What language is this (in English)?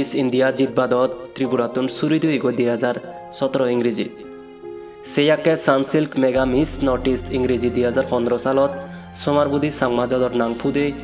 Chakma